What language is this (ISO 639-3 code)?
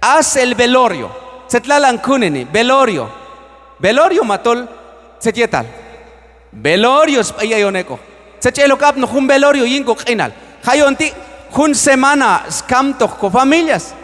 kjb